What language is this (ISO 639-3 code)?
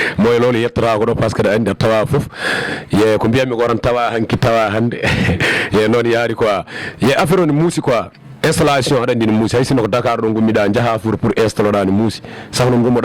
ful